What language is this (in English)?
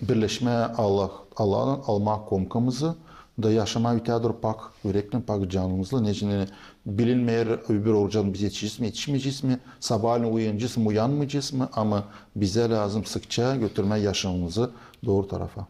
Gagauz